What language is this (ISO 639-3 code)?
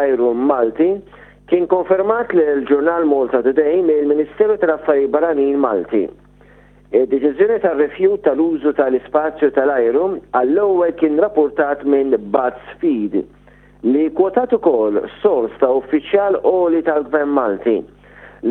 mlt